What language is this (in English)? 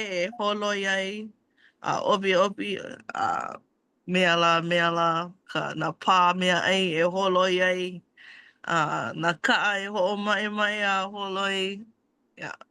Hawaiian